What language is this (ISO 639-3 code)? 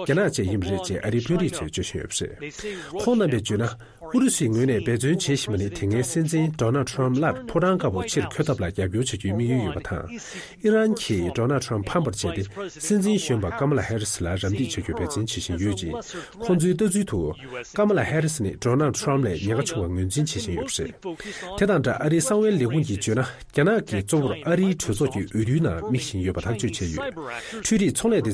bod